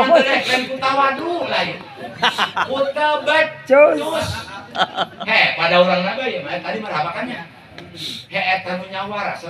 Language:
Sundanese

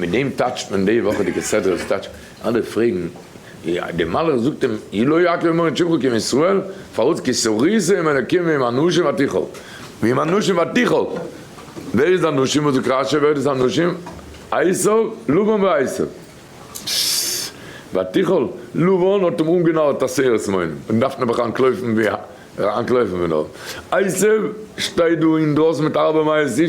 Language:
Yiddish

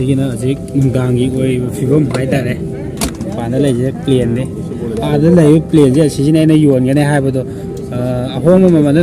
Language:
Manipuri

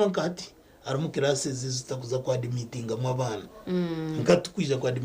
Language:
Nyankole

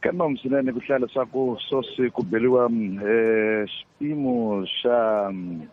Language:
Tsonga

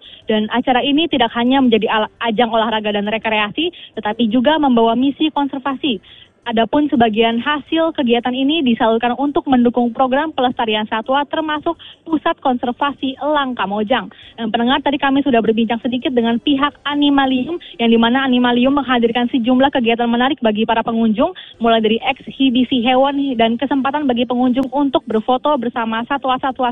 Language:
Indonesian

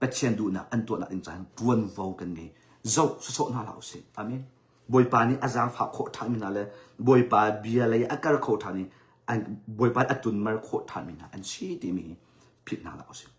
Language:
Hakha Chin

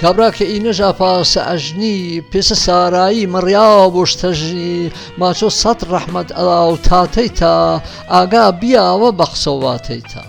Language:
Gurani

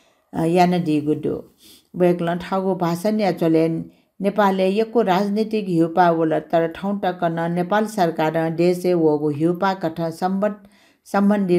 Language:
Newari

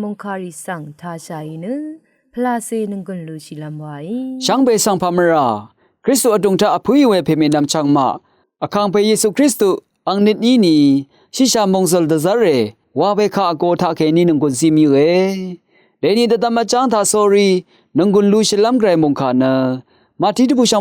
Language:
Rawang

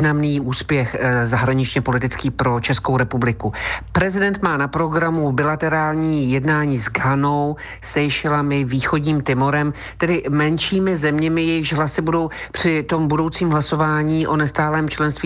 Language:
Czech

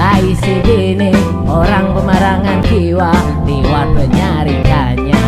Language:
Banjar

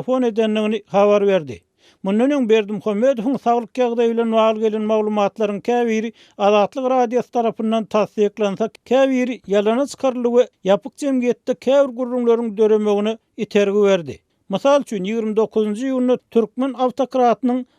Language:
Turkmen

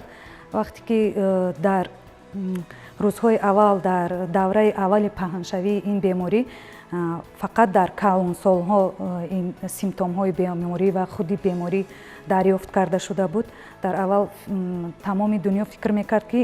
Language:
Tajik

